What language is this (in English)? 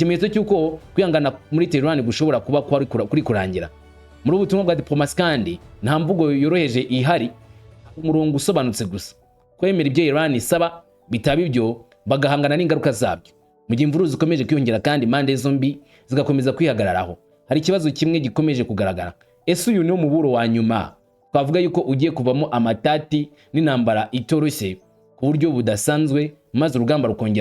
Kinyarwanda